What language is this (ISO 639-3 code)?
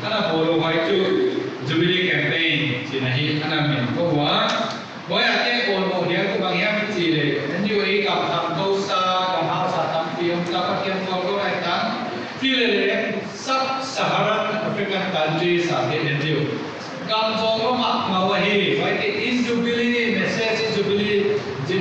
pck